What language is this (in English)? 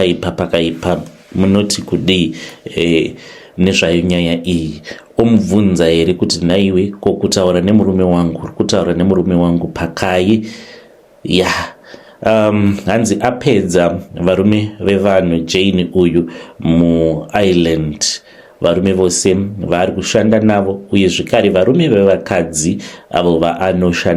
Shona